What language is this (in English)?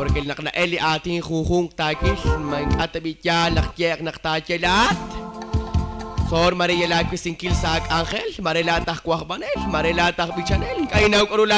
Kekchí